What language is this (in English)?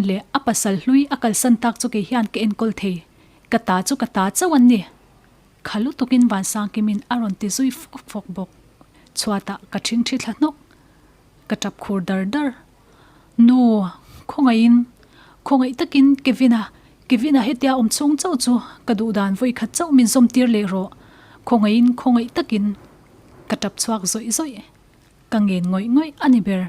Mizo